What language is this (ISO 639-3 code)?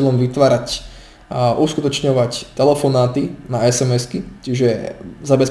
slk